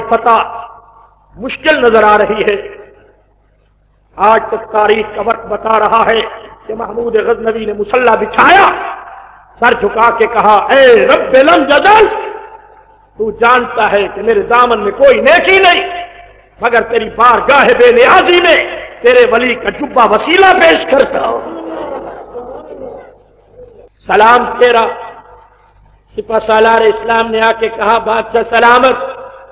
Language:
Urdu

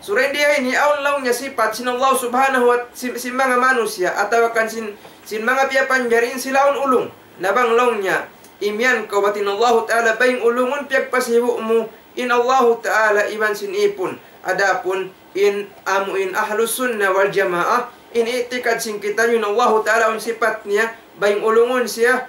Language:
Tausug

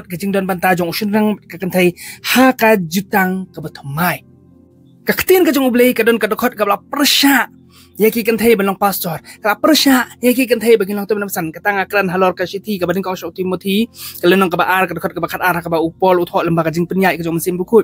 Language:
Khasi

